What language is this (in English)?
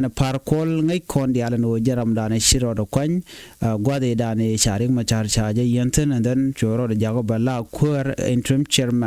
Nuer